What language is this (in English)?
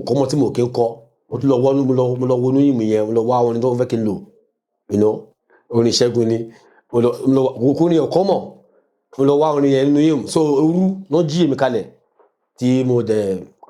Yoruba